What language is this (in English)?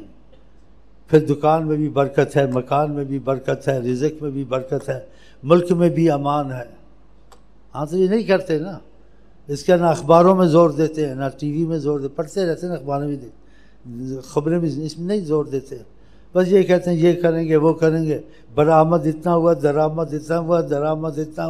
Urdu